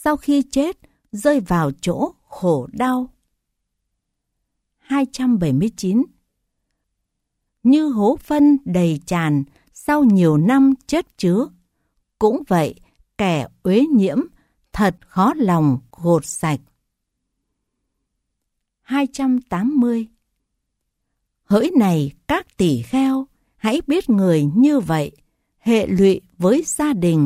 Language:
Vietnamese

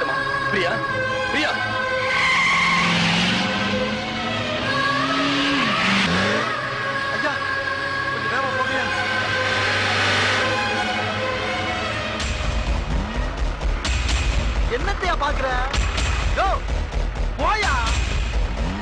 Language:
Tamil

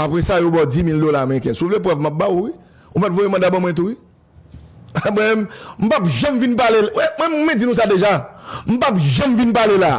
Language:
Haitian Creole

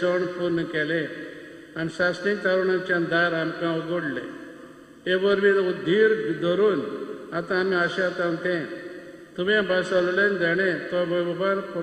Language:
Konkani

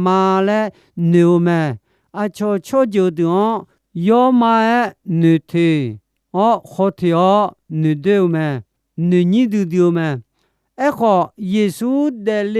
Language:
Akha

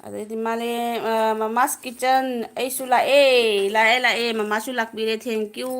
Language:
Manipuri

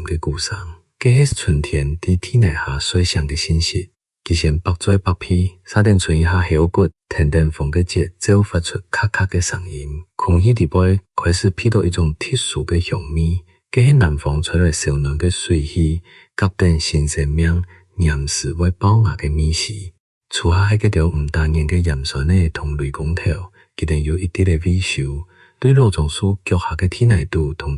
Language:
Hakka Chinese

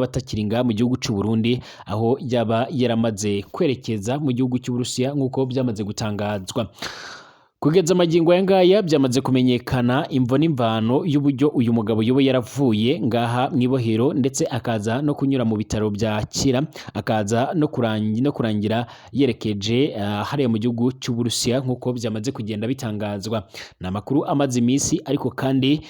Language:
Rundi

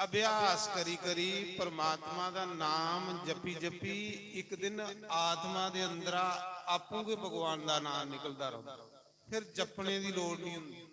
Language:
Dogri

